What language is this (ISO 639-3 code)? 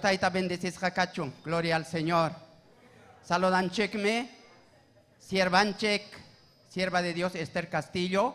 quy